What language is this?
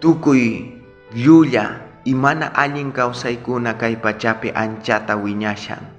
South Bolivian Quechua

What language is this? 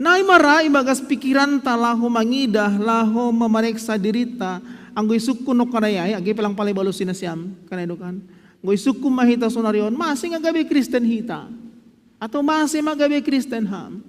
Batak Simalungun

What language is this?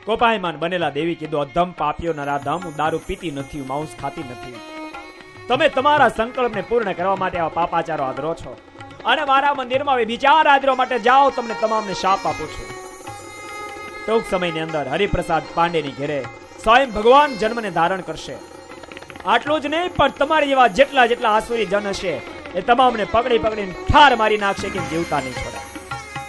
Gujarati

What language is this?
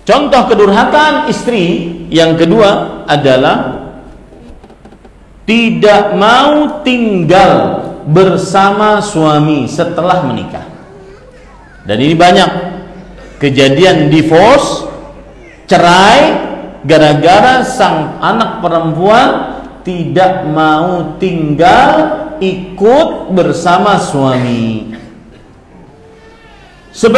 Indonesian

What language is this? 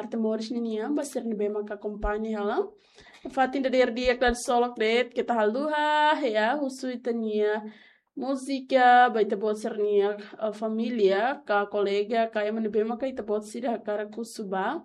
Tetum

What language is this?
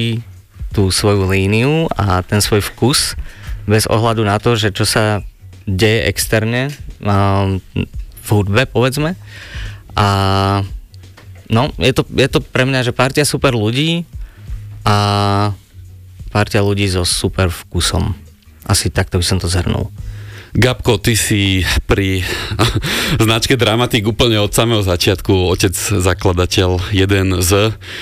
Slovak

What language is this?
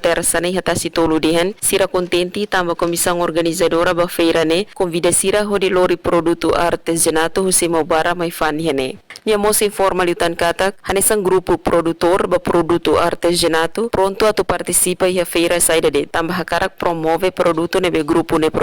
Tetum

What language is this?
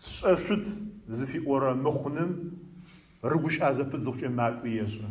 Adyghe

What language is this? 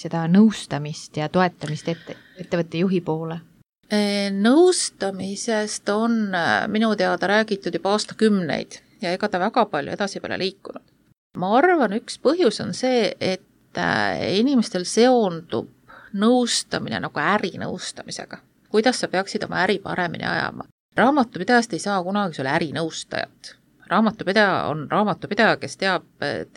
Estonian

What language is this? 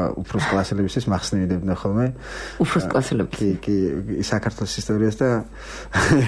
Georgian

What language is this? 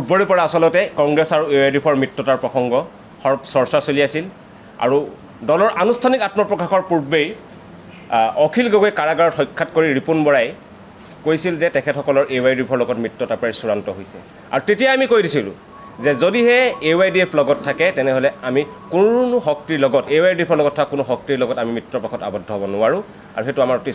Assamese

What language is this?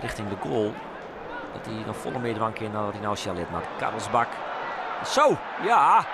Western Frisian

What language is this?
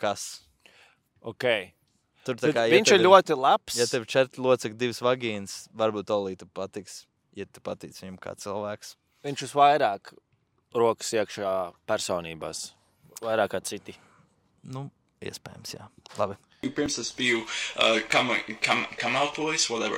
Latvian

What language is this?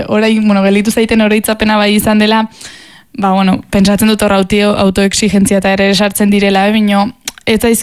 Basque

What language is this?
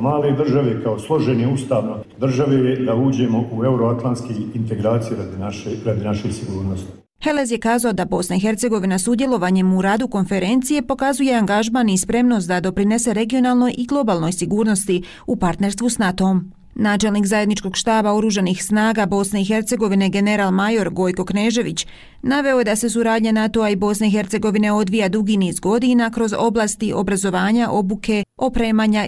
Bosnian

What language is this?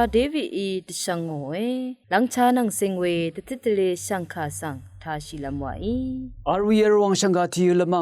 Rawang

